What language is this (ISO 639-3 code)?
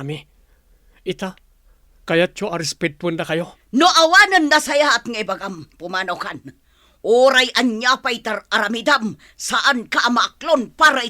ilo